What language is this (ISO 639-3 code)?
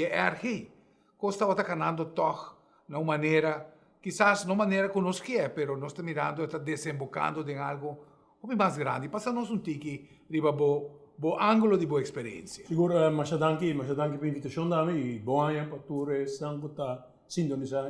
pap